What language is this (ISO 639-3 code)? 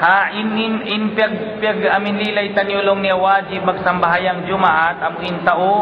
tsg